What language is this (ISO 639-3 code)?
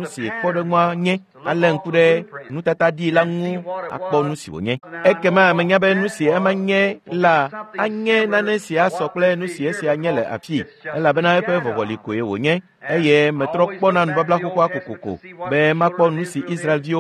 ewe